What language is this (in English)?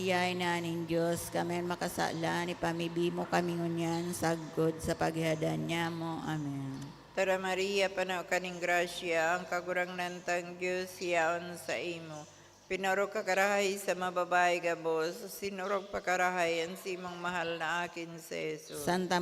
Bikol